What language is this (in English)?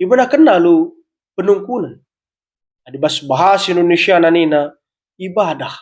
Batak Karo